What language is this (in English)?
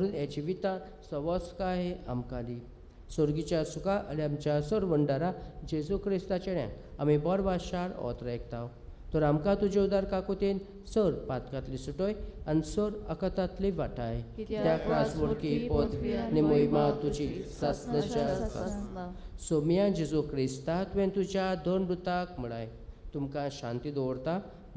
Konkani